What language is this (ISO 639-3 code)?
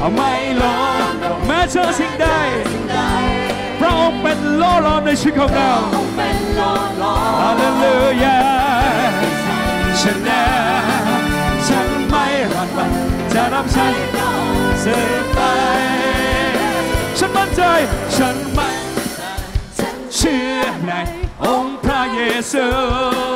tha